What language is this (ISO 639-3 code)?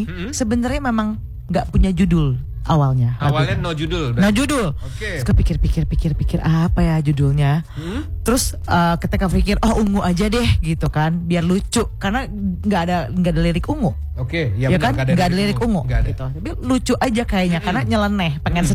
ind